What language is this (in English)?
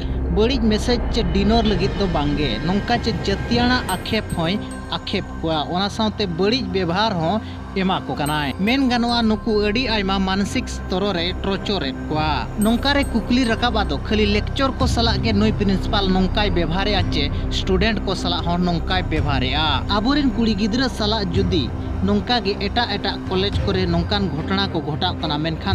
Santali